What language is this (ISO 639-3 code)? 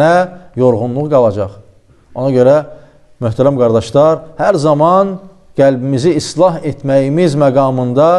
aze